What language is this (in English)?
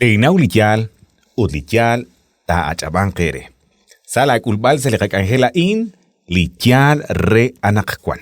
Kekchí